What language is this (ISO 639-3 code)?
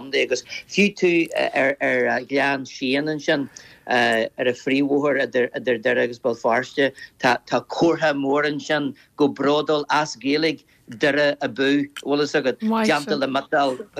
gle